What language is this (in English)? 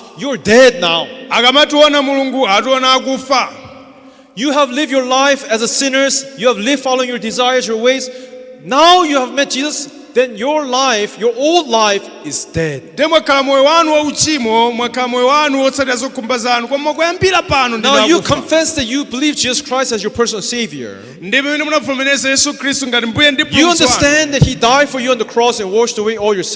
Nyanja